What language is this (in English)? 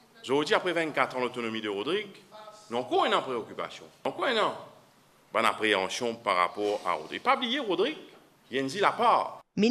Morisyen